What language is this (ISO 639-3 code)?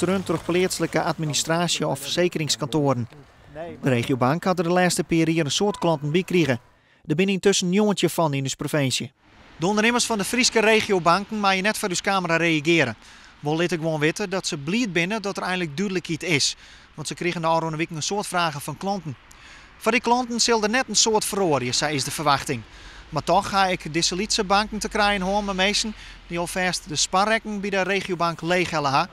fry